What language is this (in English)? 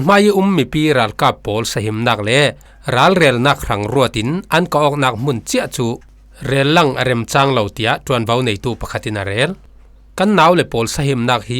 Falam Chin